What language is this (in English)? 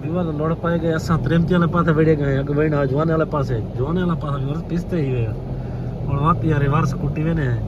Saraiki